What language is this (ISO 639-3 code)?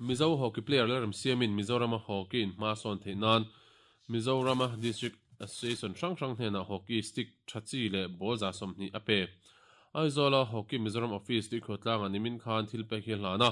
lus